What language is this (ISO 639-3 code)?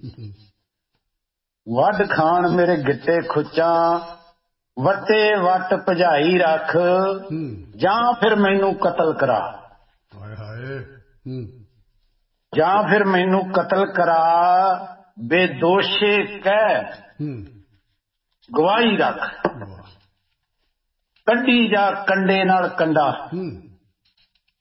pan